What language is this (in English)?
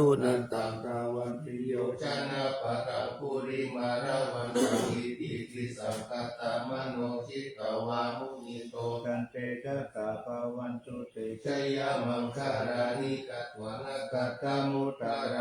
Pali